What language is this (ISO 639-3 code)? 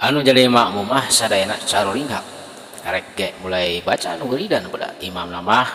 sun